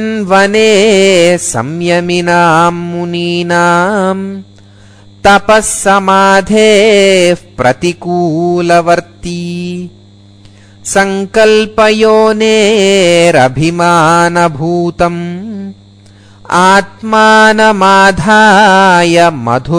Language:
Sanskrit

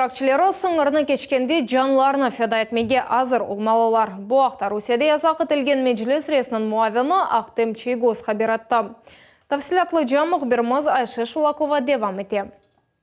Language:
Crimean Tatar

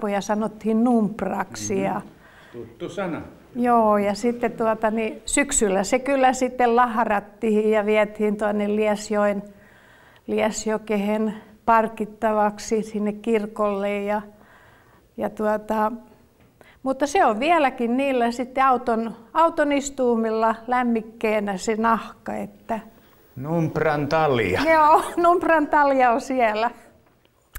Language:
Finnish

